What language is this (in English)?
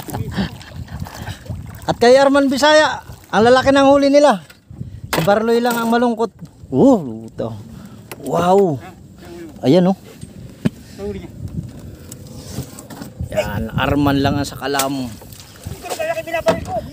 Filipino